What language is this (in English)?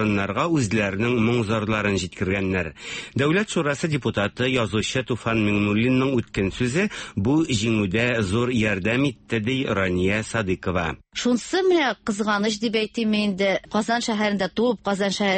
Tatar